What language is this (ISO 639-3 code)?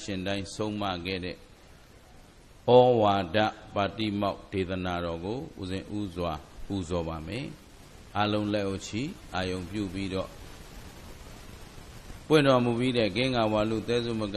mya